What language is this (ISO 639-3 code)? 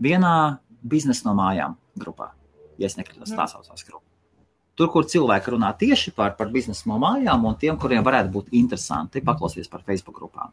lav